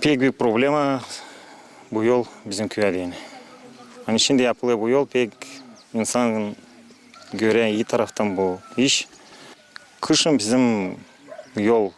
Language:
Gagauz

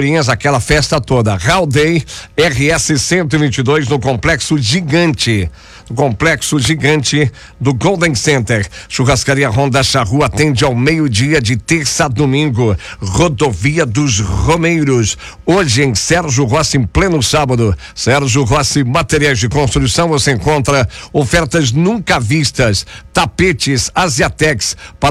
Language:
Portuguese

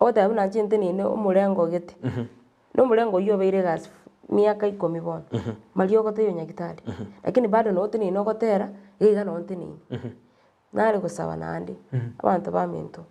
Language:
Gusii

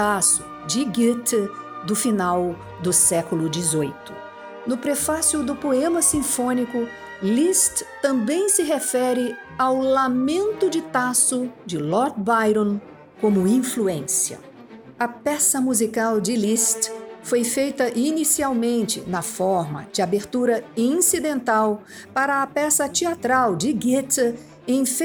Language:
Portuguese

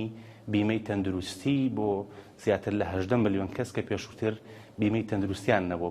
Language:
Central Kurdish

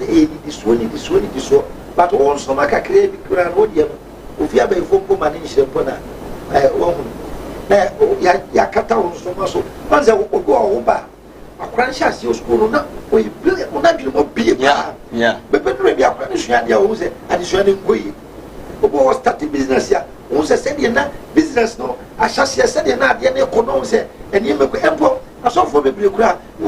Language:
Akan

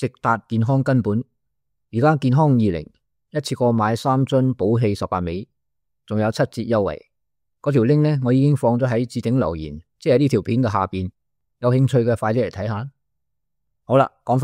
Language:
Cantonese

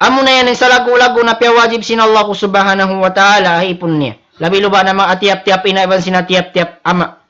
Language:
Tausug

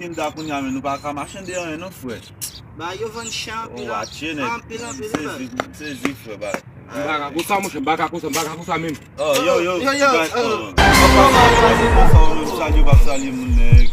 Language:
Haitian Creole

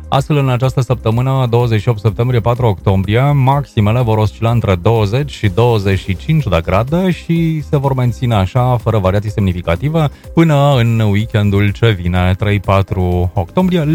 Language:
Romanian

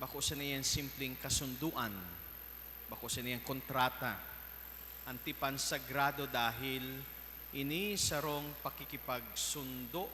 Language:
Bikol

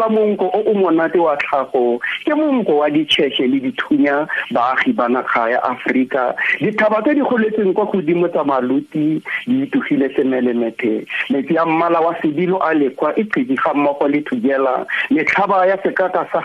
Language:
Tswana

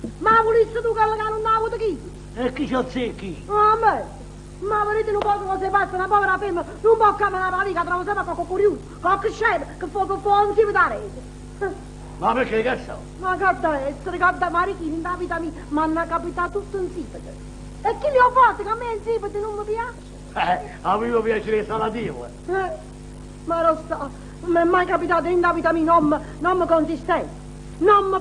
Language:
Neapolitan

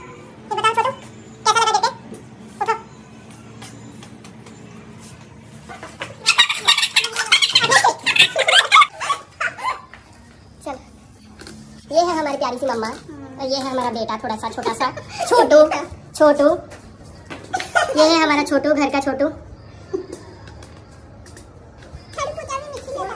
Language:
Hindi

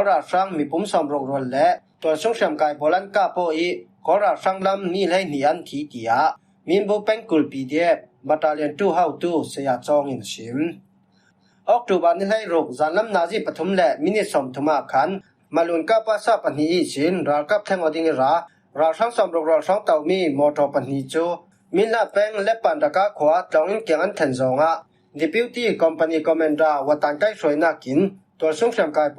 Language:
Falam Chin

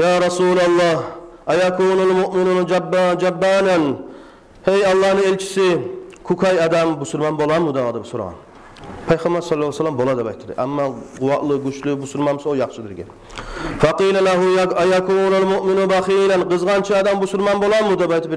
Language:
Kumyk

